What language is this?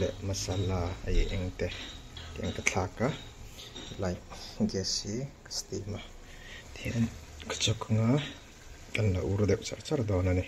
Mizo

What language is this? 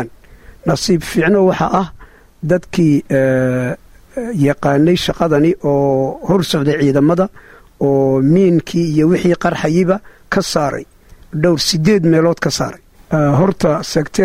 Somali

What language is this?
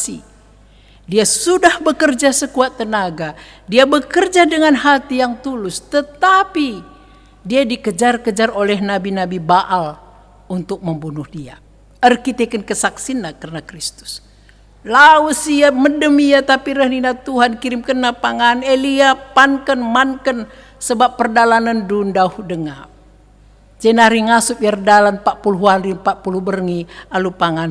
Batak Karo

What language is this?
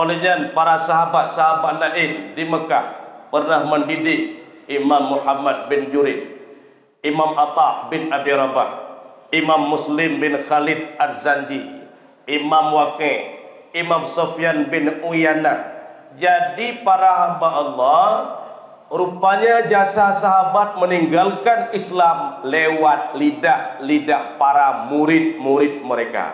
Achinese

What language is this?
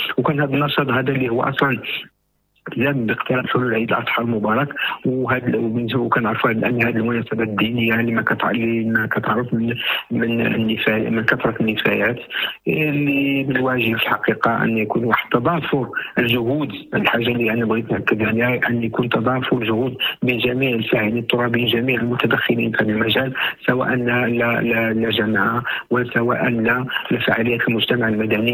Moroccan Arabic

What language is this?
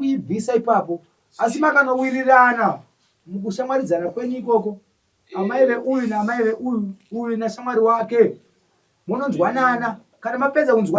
Shona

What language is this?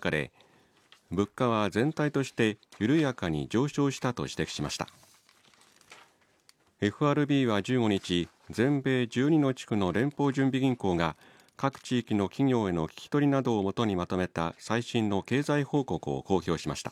Japanese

